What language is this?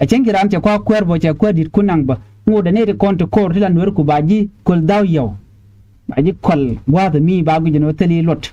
Nuer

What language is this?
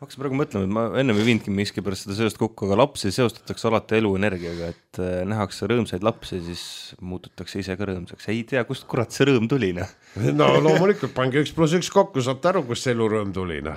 Estonian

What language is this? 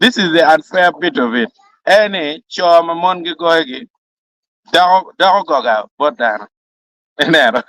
Acoli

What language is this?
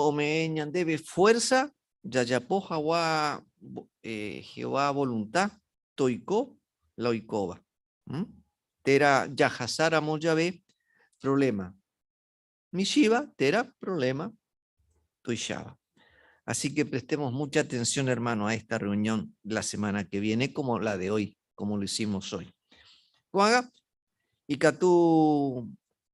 Guarani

